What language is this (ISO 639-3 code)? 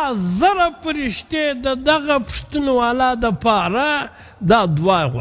pus